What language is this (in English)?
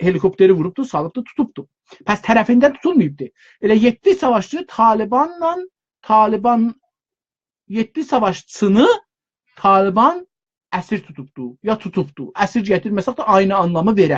South Azerbaijani